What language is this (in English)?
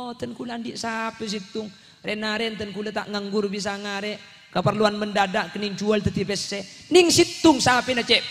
Madurese